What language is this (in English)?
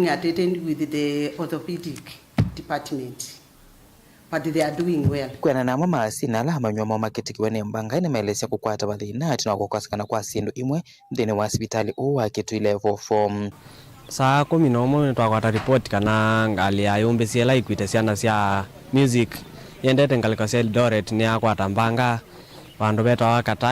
Kamba